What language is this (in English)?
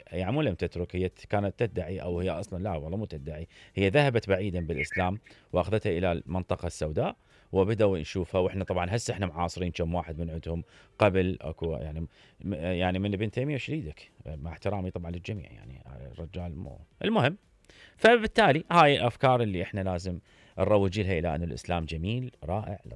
Mesopotamian Arabic